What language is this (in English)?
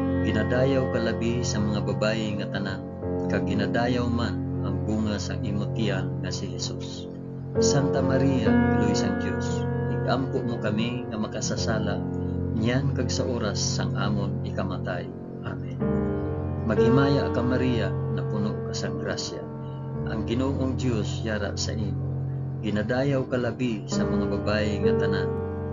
Hiligaynon